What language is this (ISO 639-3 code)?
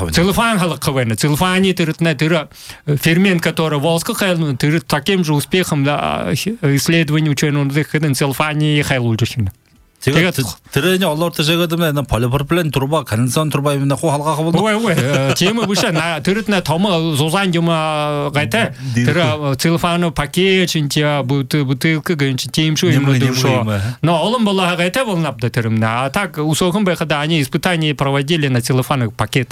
bua